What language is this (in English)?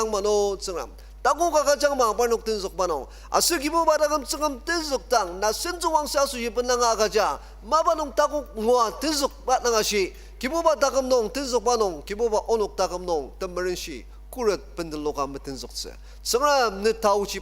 Ao Naga